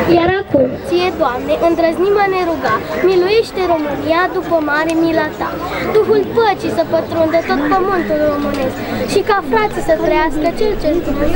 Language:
Romanian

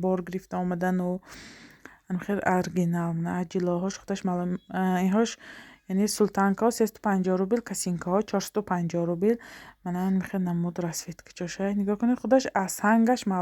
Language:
Tajik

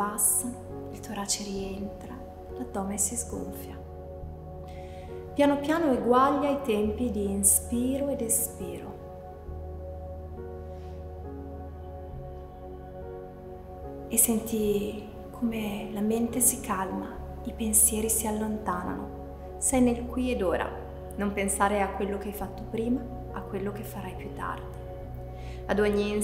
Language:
Italian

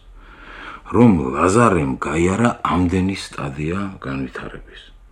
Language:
Georgian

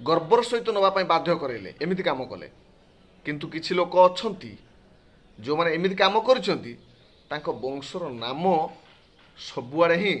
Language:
Odia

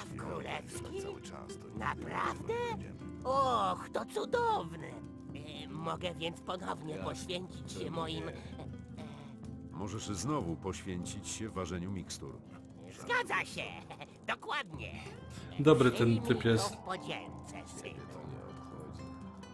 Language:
Polish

